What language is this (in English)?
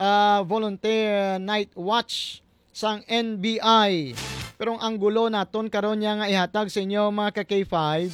Hiligaynon